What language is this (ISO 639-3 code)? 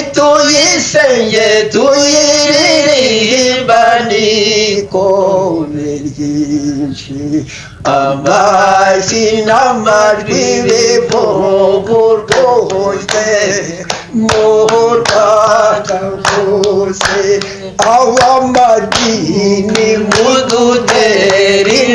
kin